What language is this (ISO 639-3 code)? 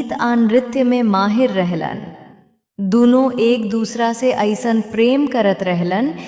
bho